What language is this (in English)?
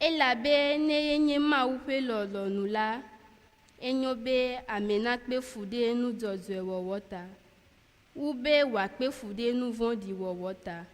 Ewe